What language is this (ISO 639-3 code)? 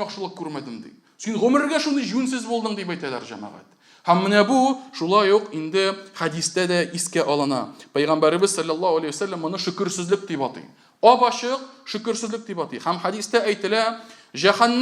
tat